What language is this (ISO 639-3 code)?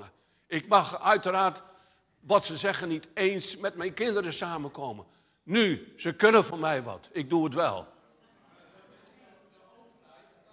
nld